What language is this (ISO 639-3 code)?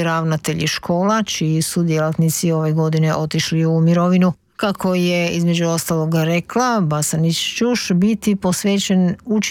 hrv